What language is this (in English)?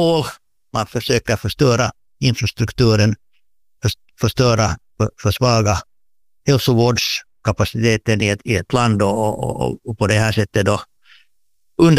Swedish